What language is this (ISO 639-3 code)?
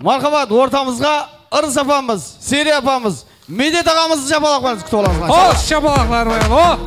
kaa